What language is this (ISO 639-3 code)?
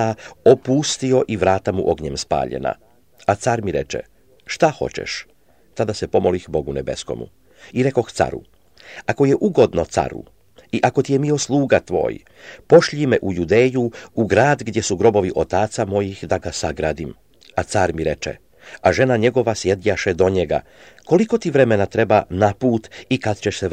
hrv